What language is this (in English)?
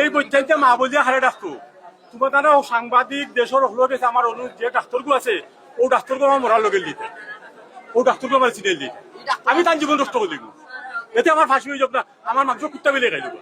Sylheti